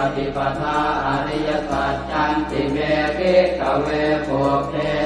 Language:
Pali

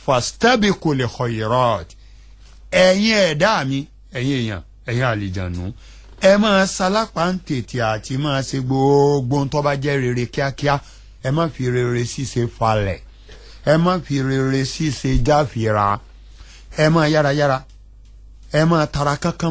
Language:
Yoruba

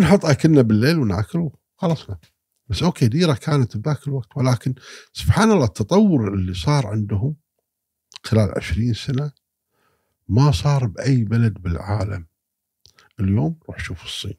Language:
Gulf Arabic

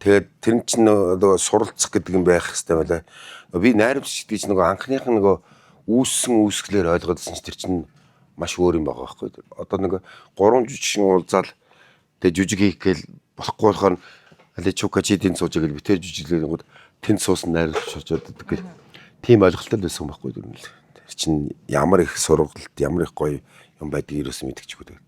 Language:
Mongolian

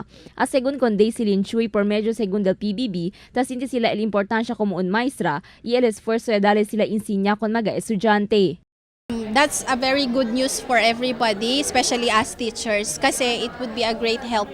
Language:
Chavacano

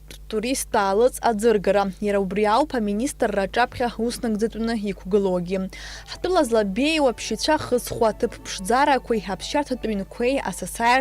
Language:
Abkhazian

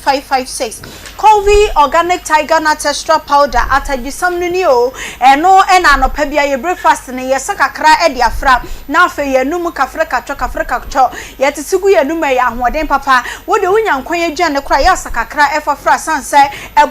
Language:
Akan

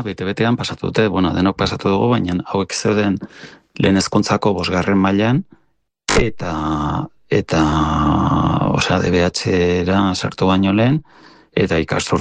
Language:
Basque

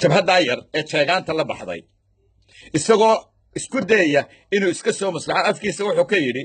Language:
Somali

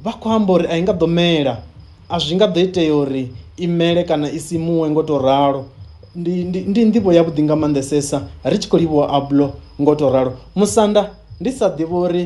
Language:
Venda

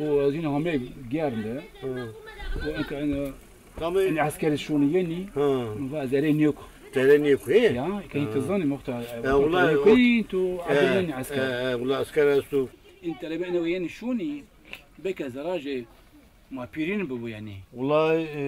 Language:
Zaza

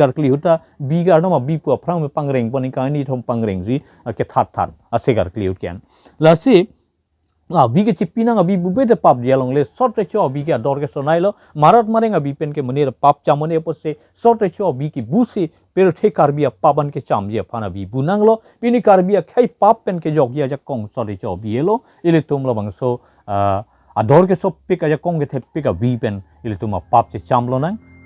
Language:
Karbi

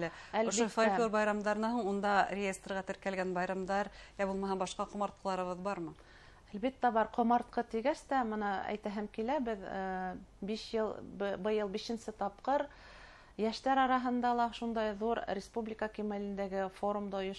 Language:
Bashkir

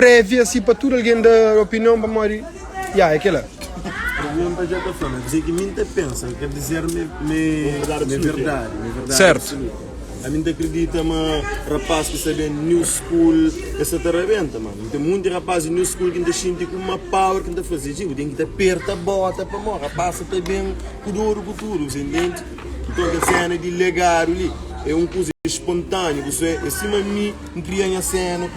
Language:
Kabuverdianu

